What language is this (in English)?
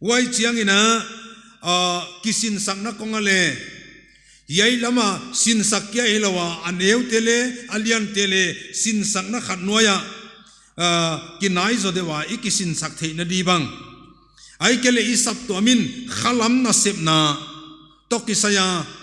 Paite Chin